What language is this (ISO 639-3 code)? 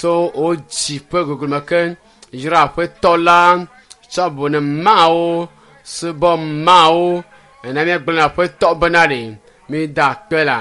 ewe